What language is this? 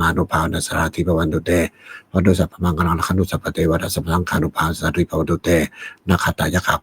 Pali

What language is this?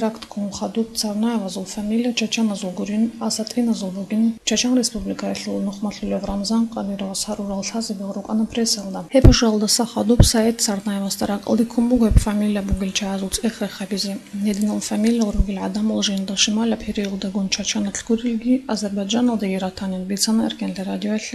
Avaric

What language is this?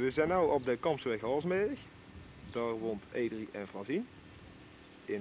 Dutch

